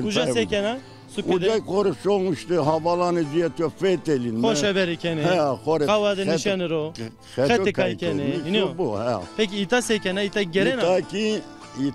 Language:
Zaza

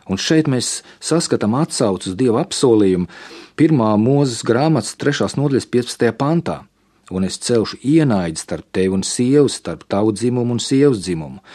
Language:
Latvian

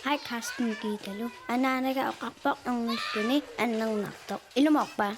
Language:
Kalaallisut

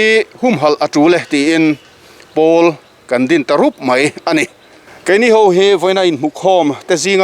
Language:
Mizo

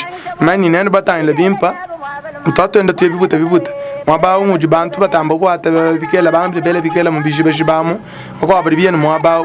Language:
Luba-Lulua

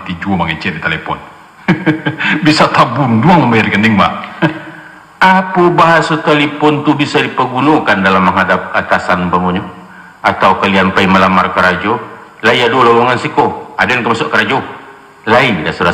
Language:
Minangkabau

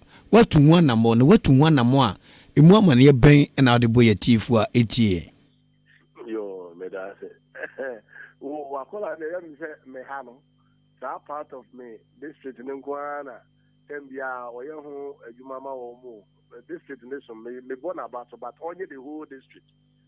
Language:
Akan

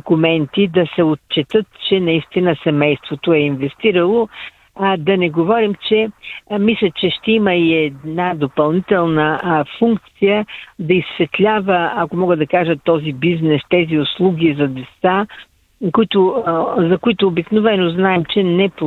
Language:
Bulgarian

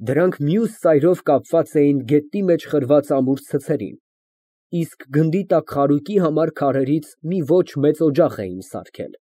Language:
Armenian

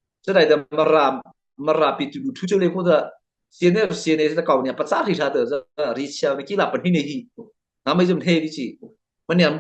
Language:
Mara Chin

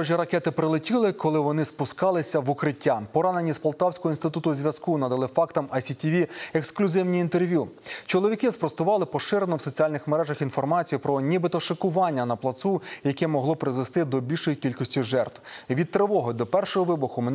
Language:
Ukrainian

